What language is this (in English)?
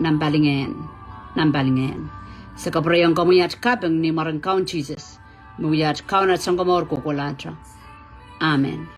Pohnpeian